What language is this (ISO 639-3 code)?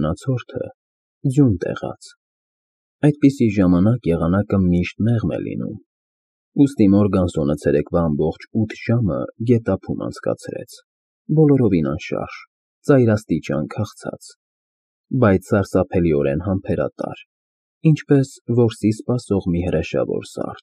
hye